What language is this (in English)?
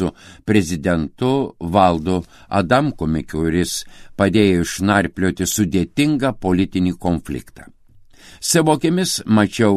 Lithuanian